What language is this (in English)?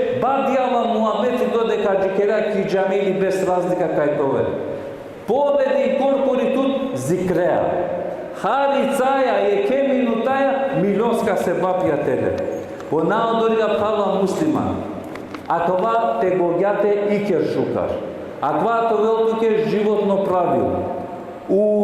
Balkan Romani